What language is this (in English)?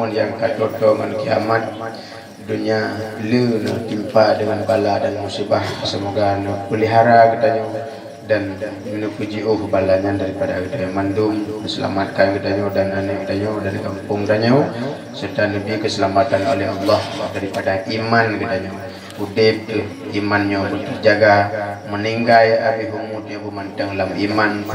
Achinese